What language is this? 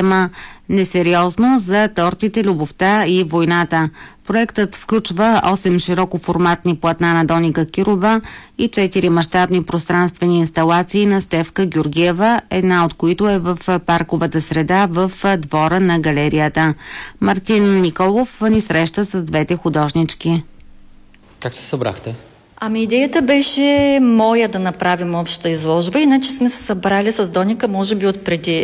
Bulgarian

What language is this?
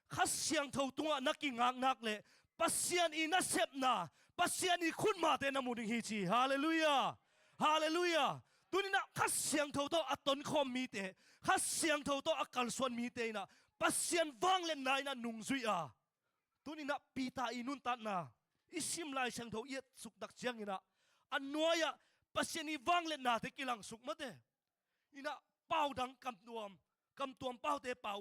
Tedim Chin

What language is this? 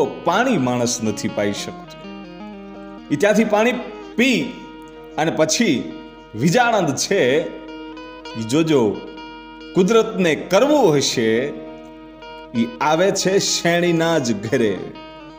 Gujarati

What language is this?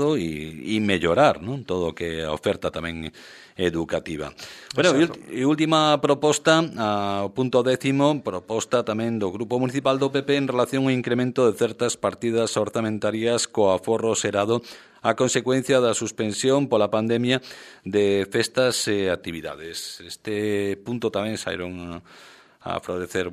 Galician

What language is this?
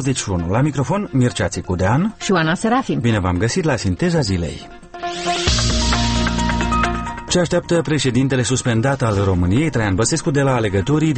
Romanian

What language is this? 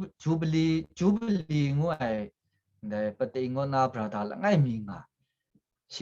Kachin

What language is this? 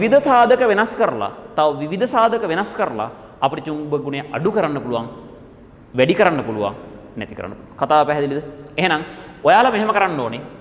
Sinhala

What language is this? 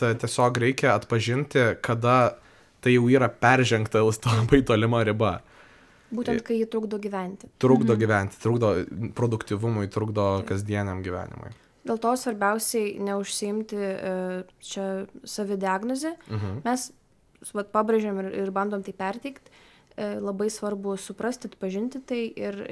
Lithuanian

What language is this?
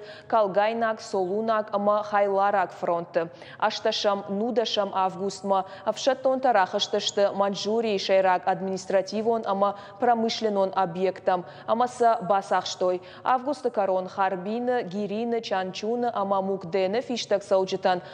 Ossetic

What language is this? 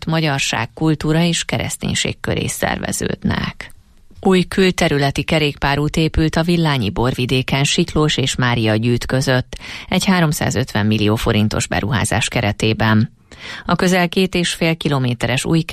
Hungarian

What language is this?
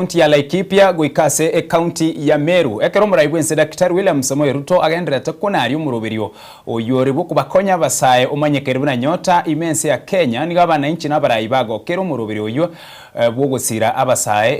Gusii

